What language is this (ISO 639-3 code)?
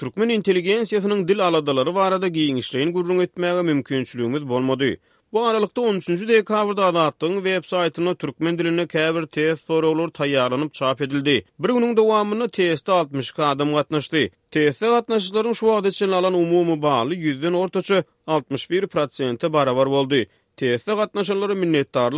tuk